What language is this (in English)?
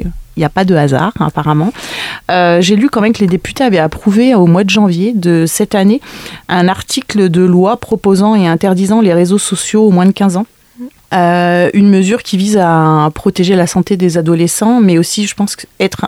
French